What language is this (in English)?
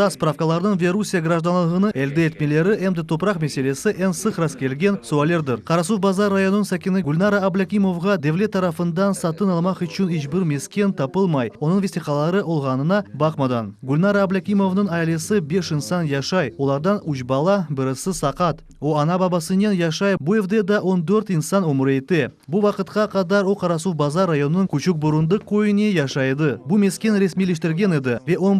Crimean Tatar